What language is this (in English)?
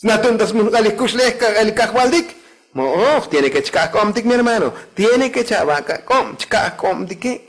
Tzotzil